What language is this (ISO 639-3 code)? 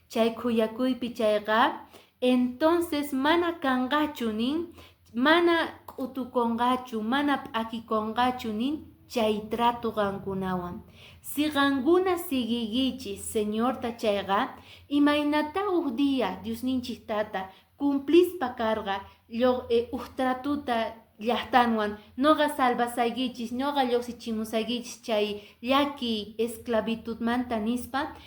que